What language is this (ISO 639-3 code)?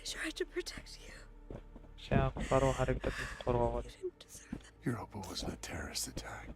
kaa